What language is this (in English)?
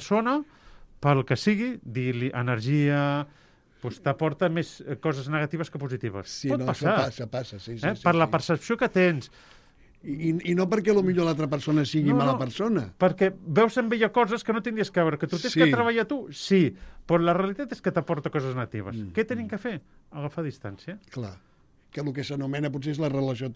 Catalan